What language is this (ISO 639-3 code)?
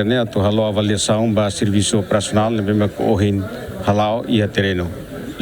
tet